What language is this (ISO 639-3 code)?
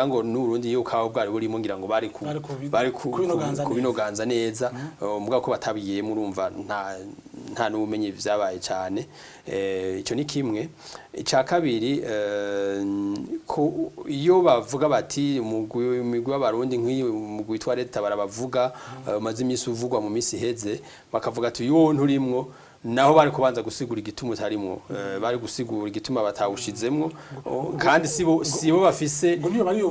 run